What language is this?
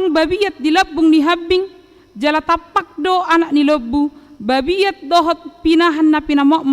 Batak Toba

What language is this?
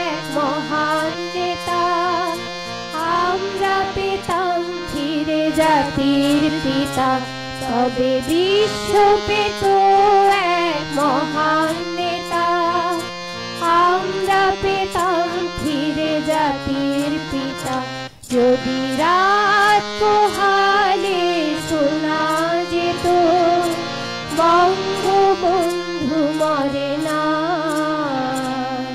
Bangla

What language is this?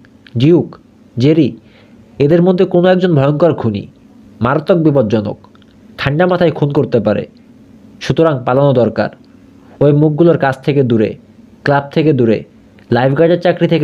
Bangla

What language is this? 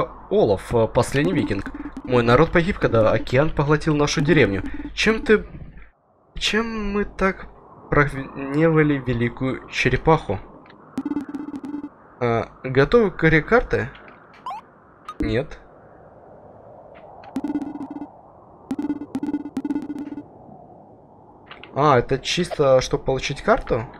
Russian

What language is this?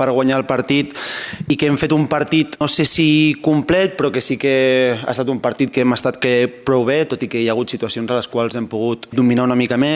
Catalan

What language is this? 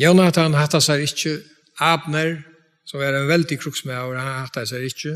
Faroese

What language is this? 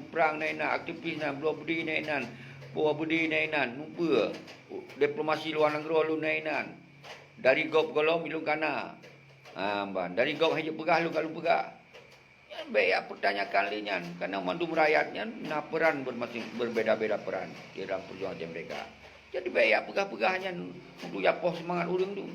Achinese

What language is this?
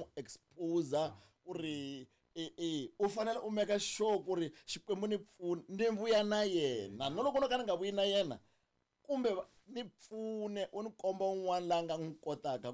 Tsonga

